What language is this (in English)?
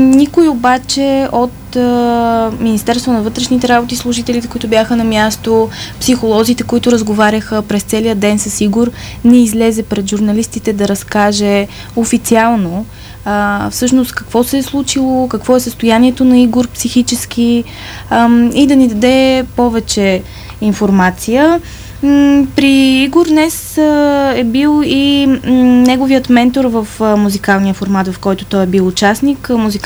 Bulgarian